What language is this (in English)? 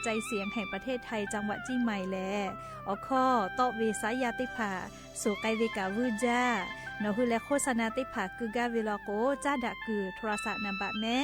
Lahu